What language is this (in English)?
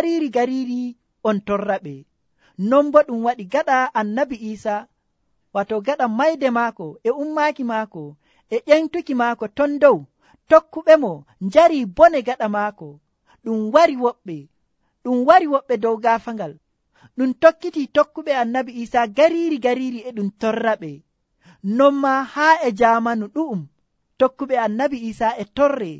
Nigerian Fulfulde